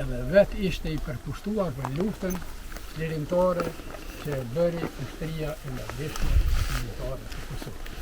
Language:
Albanian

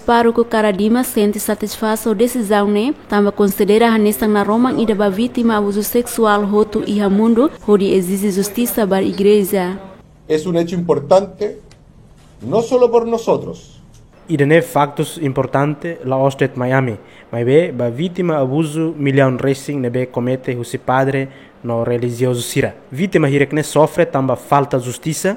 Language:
Tetum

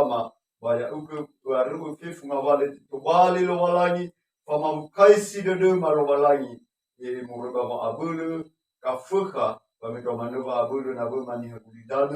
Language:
Nias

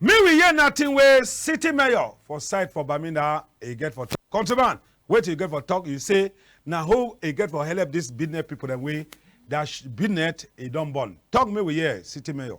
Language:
Cameroon Pidgin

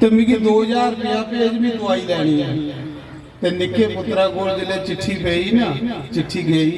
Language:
Dogri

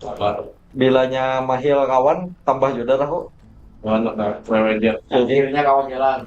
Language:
Banjar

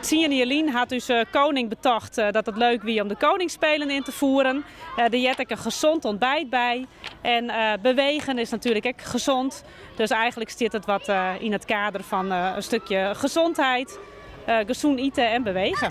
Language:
Western Frisian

